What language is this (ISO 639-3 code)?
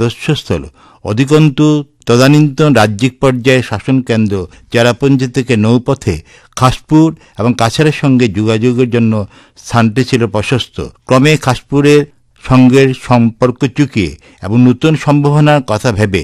ben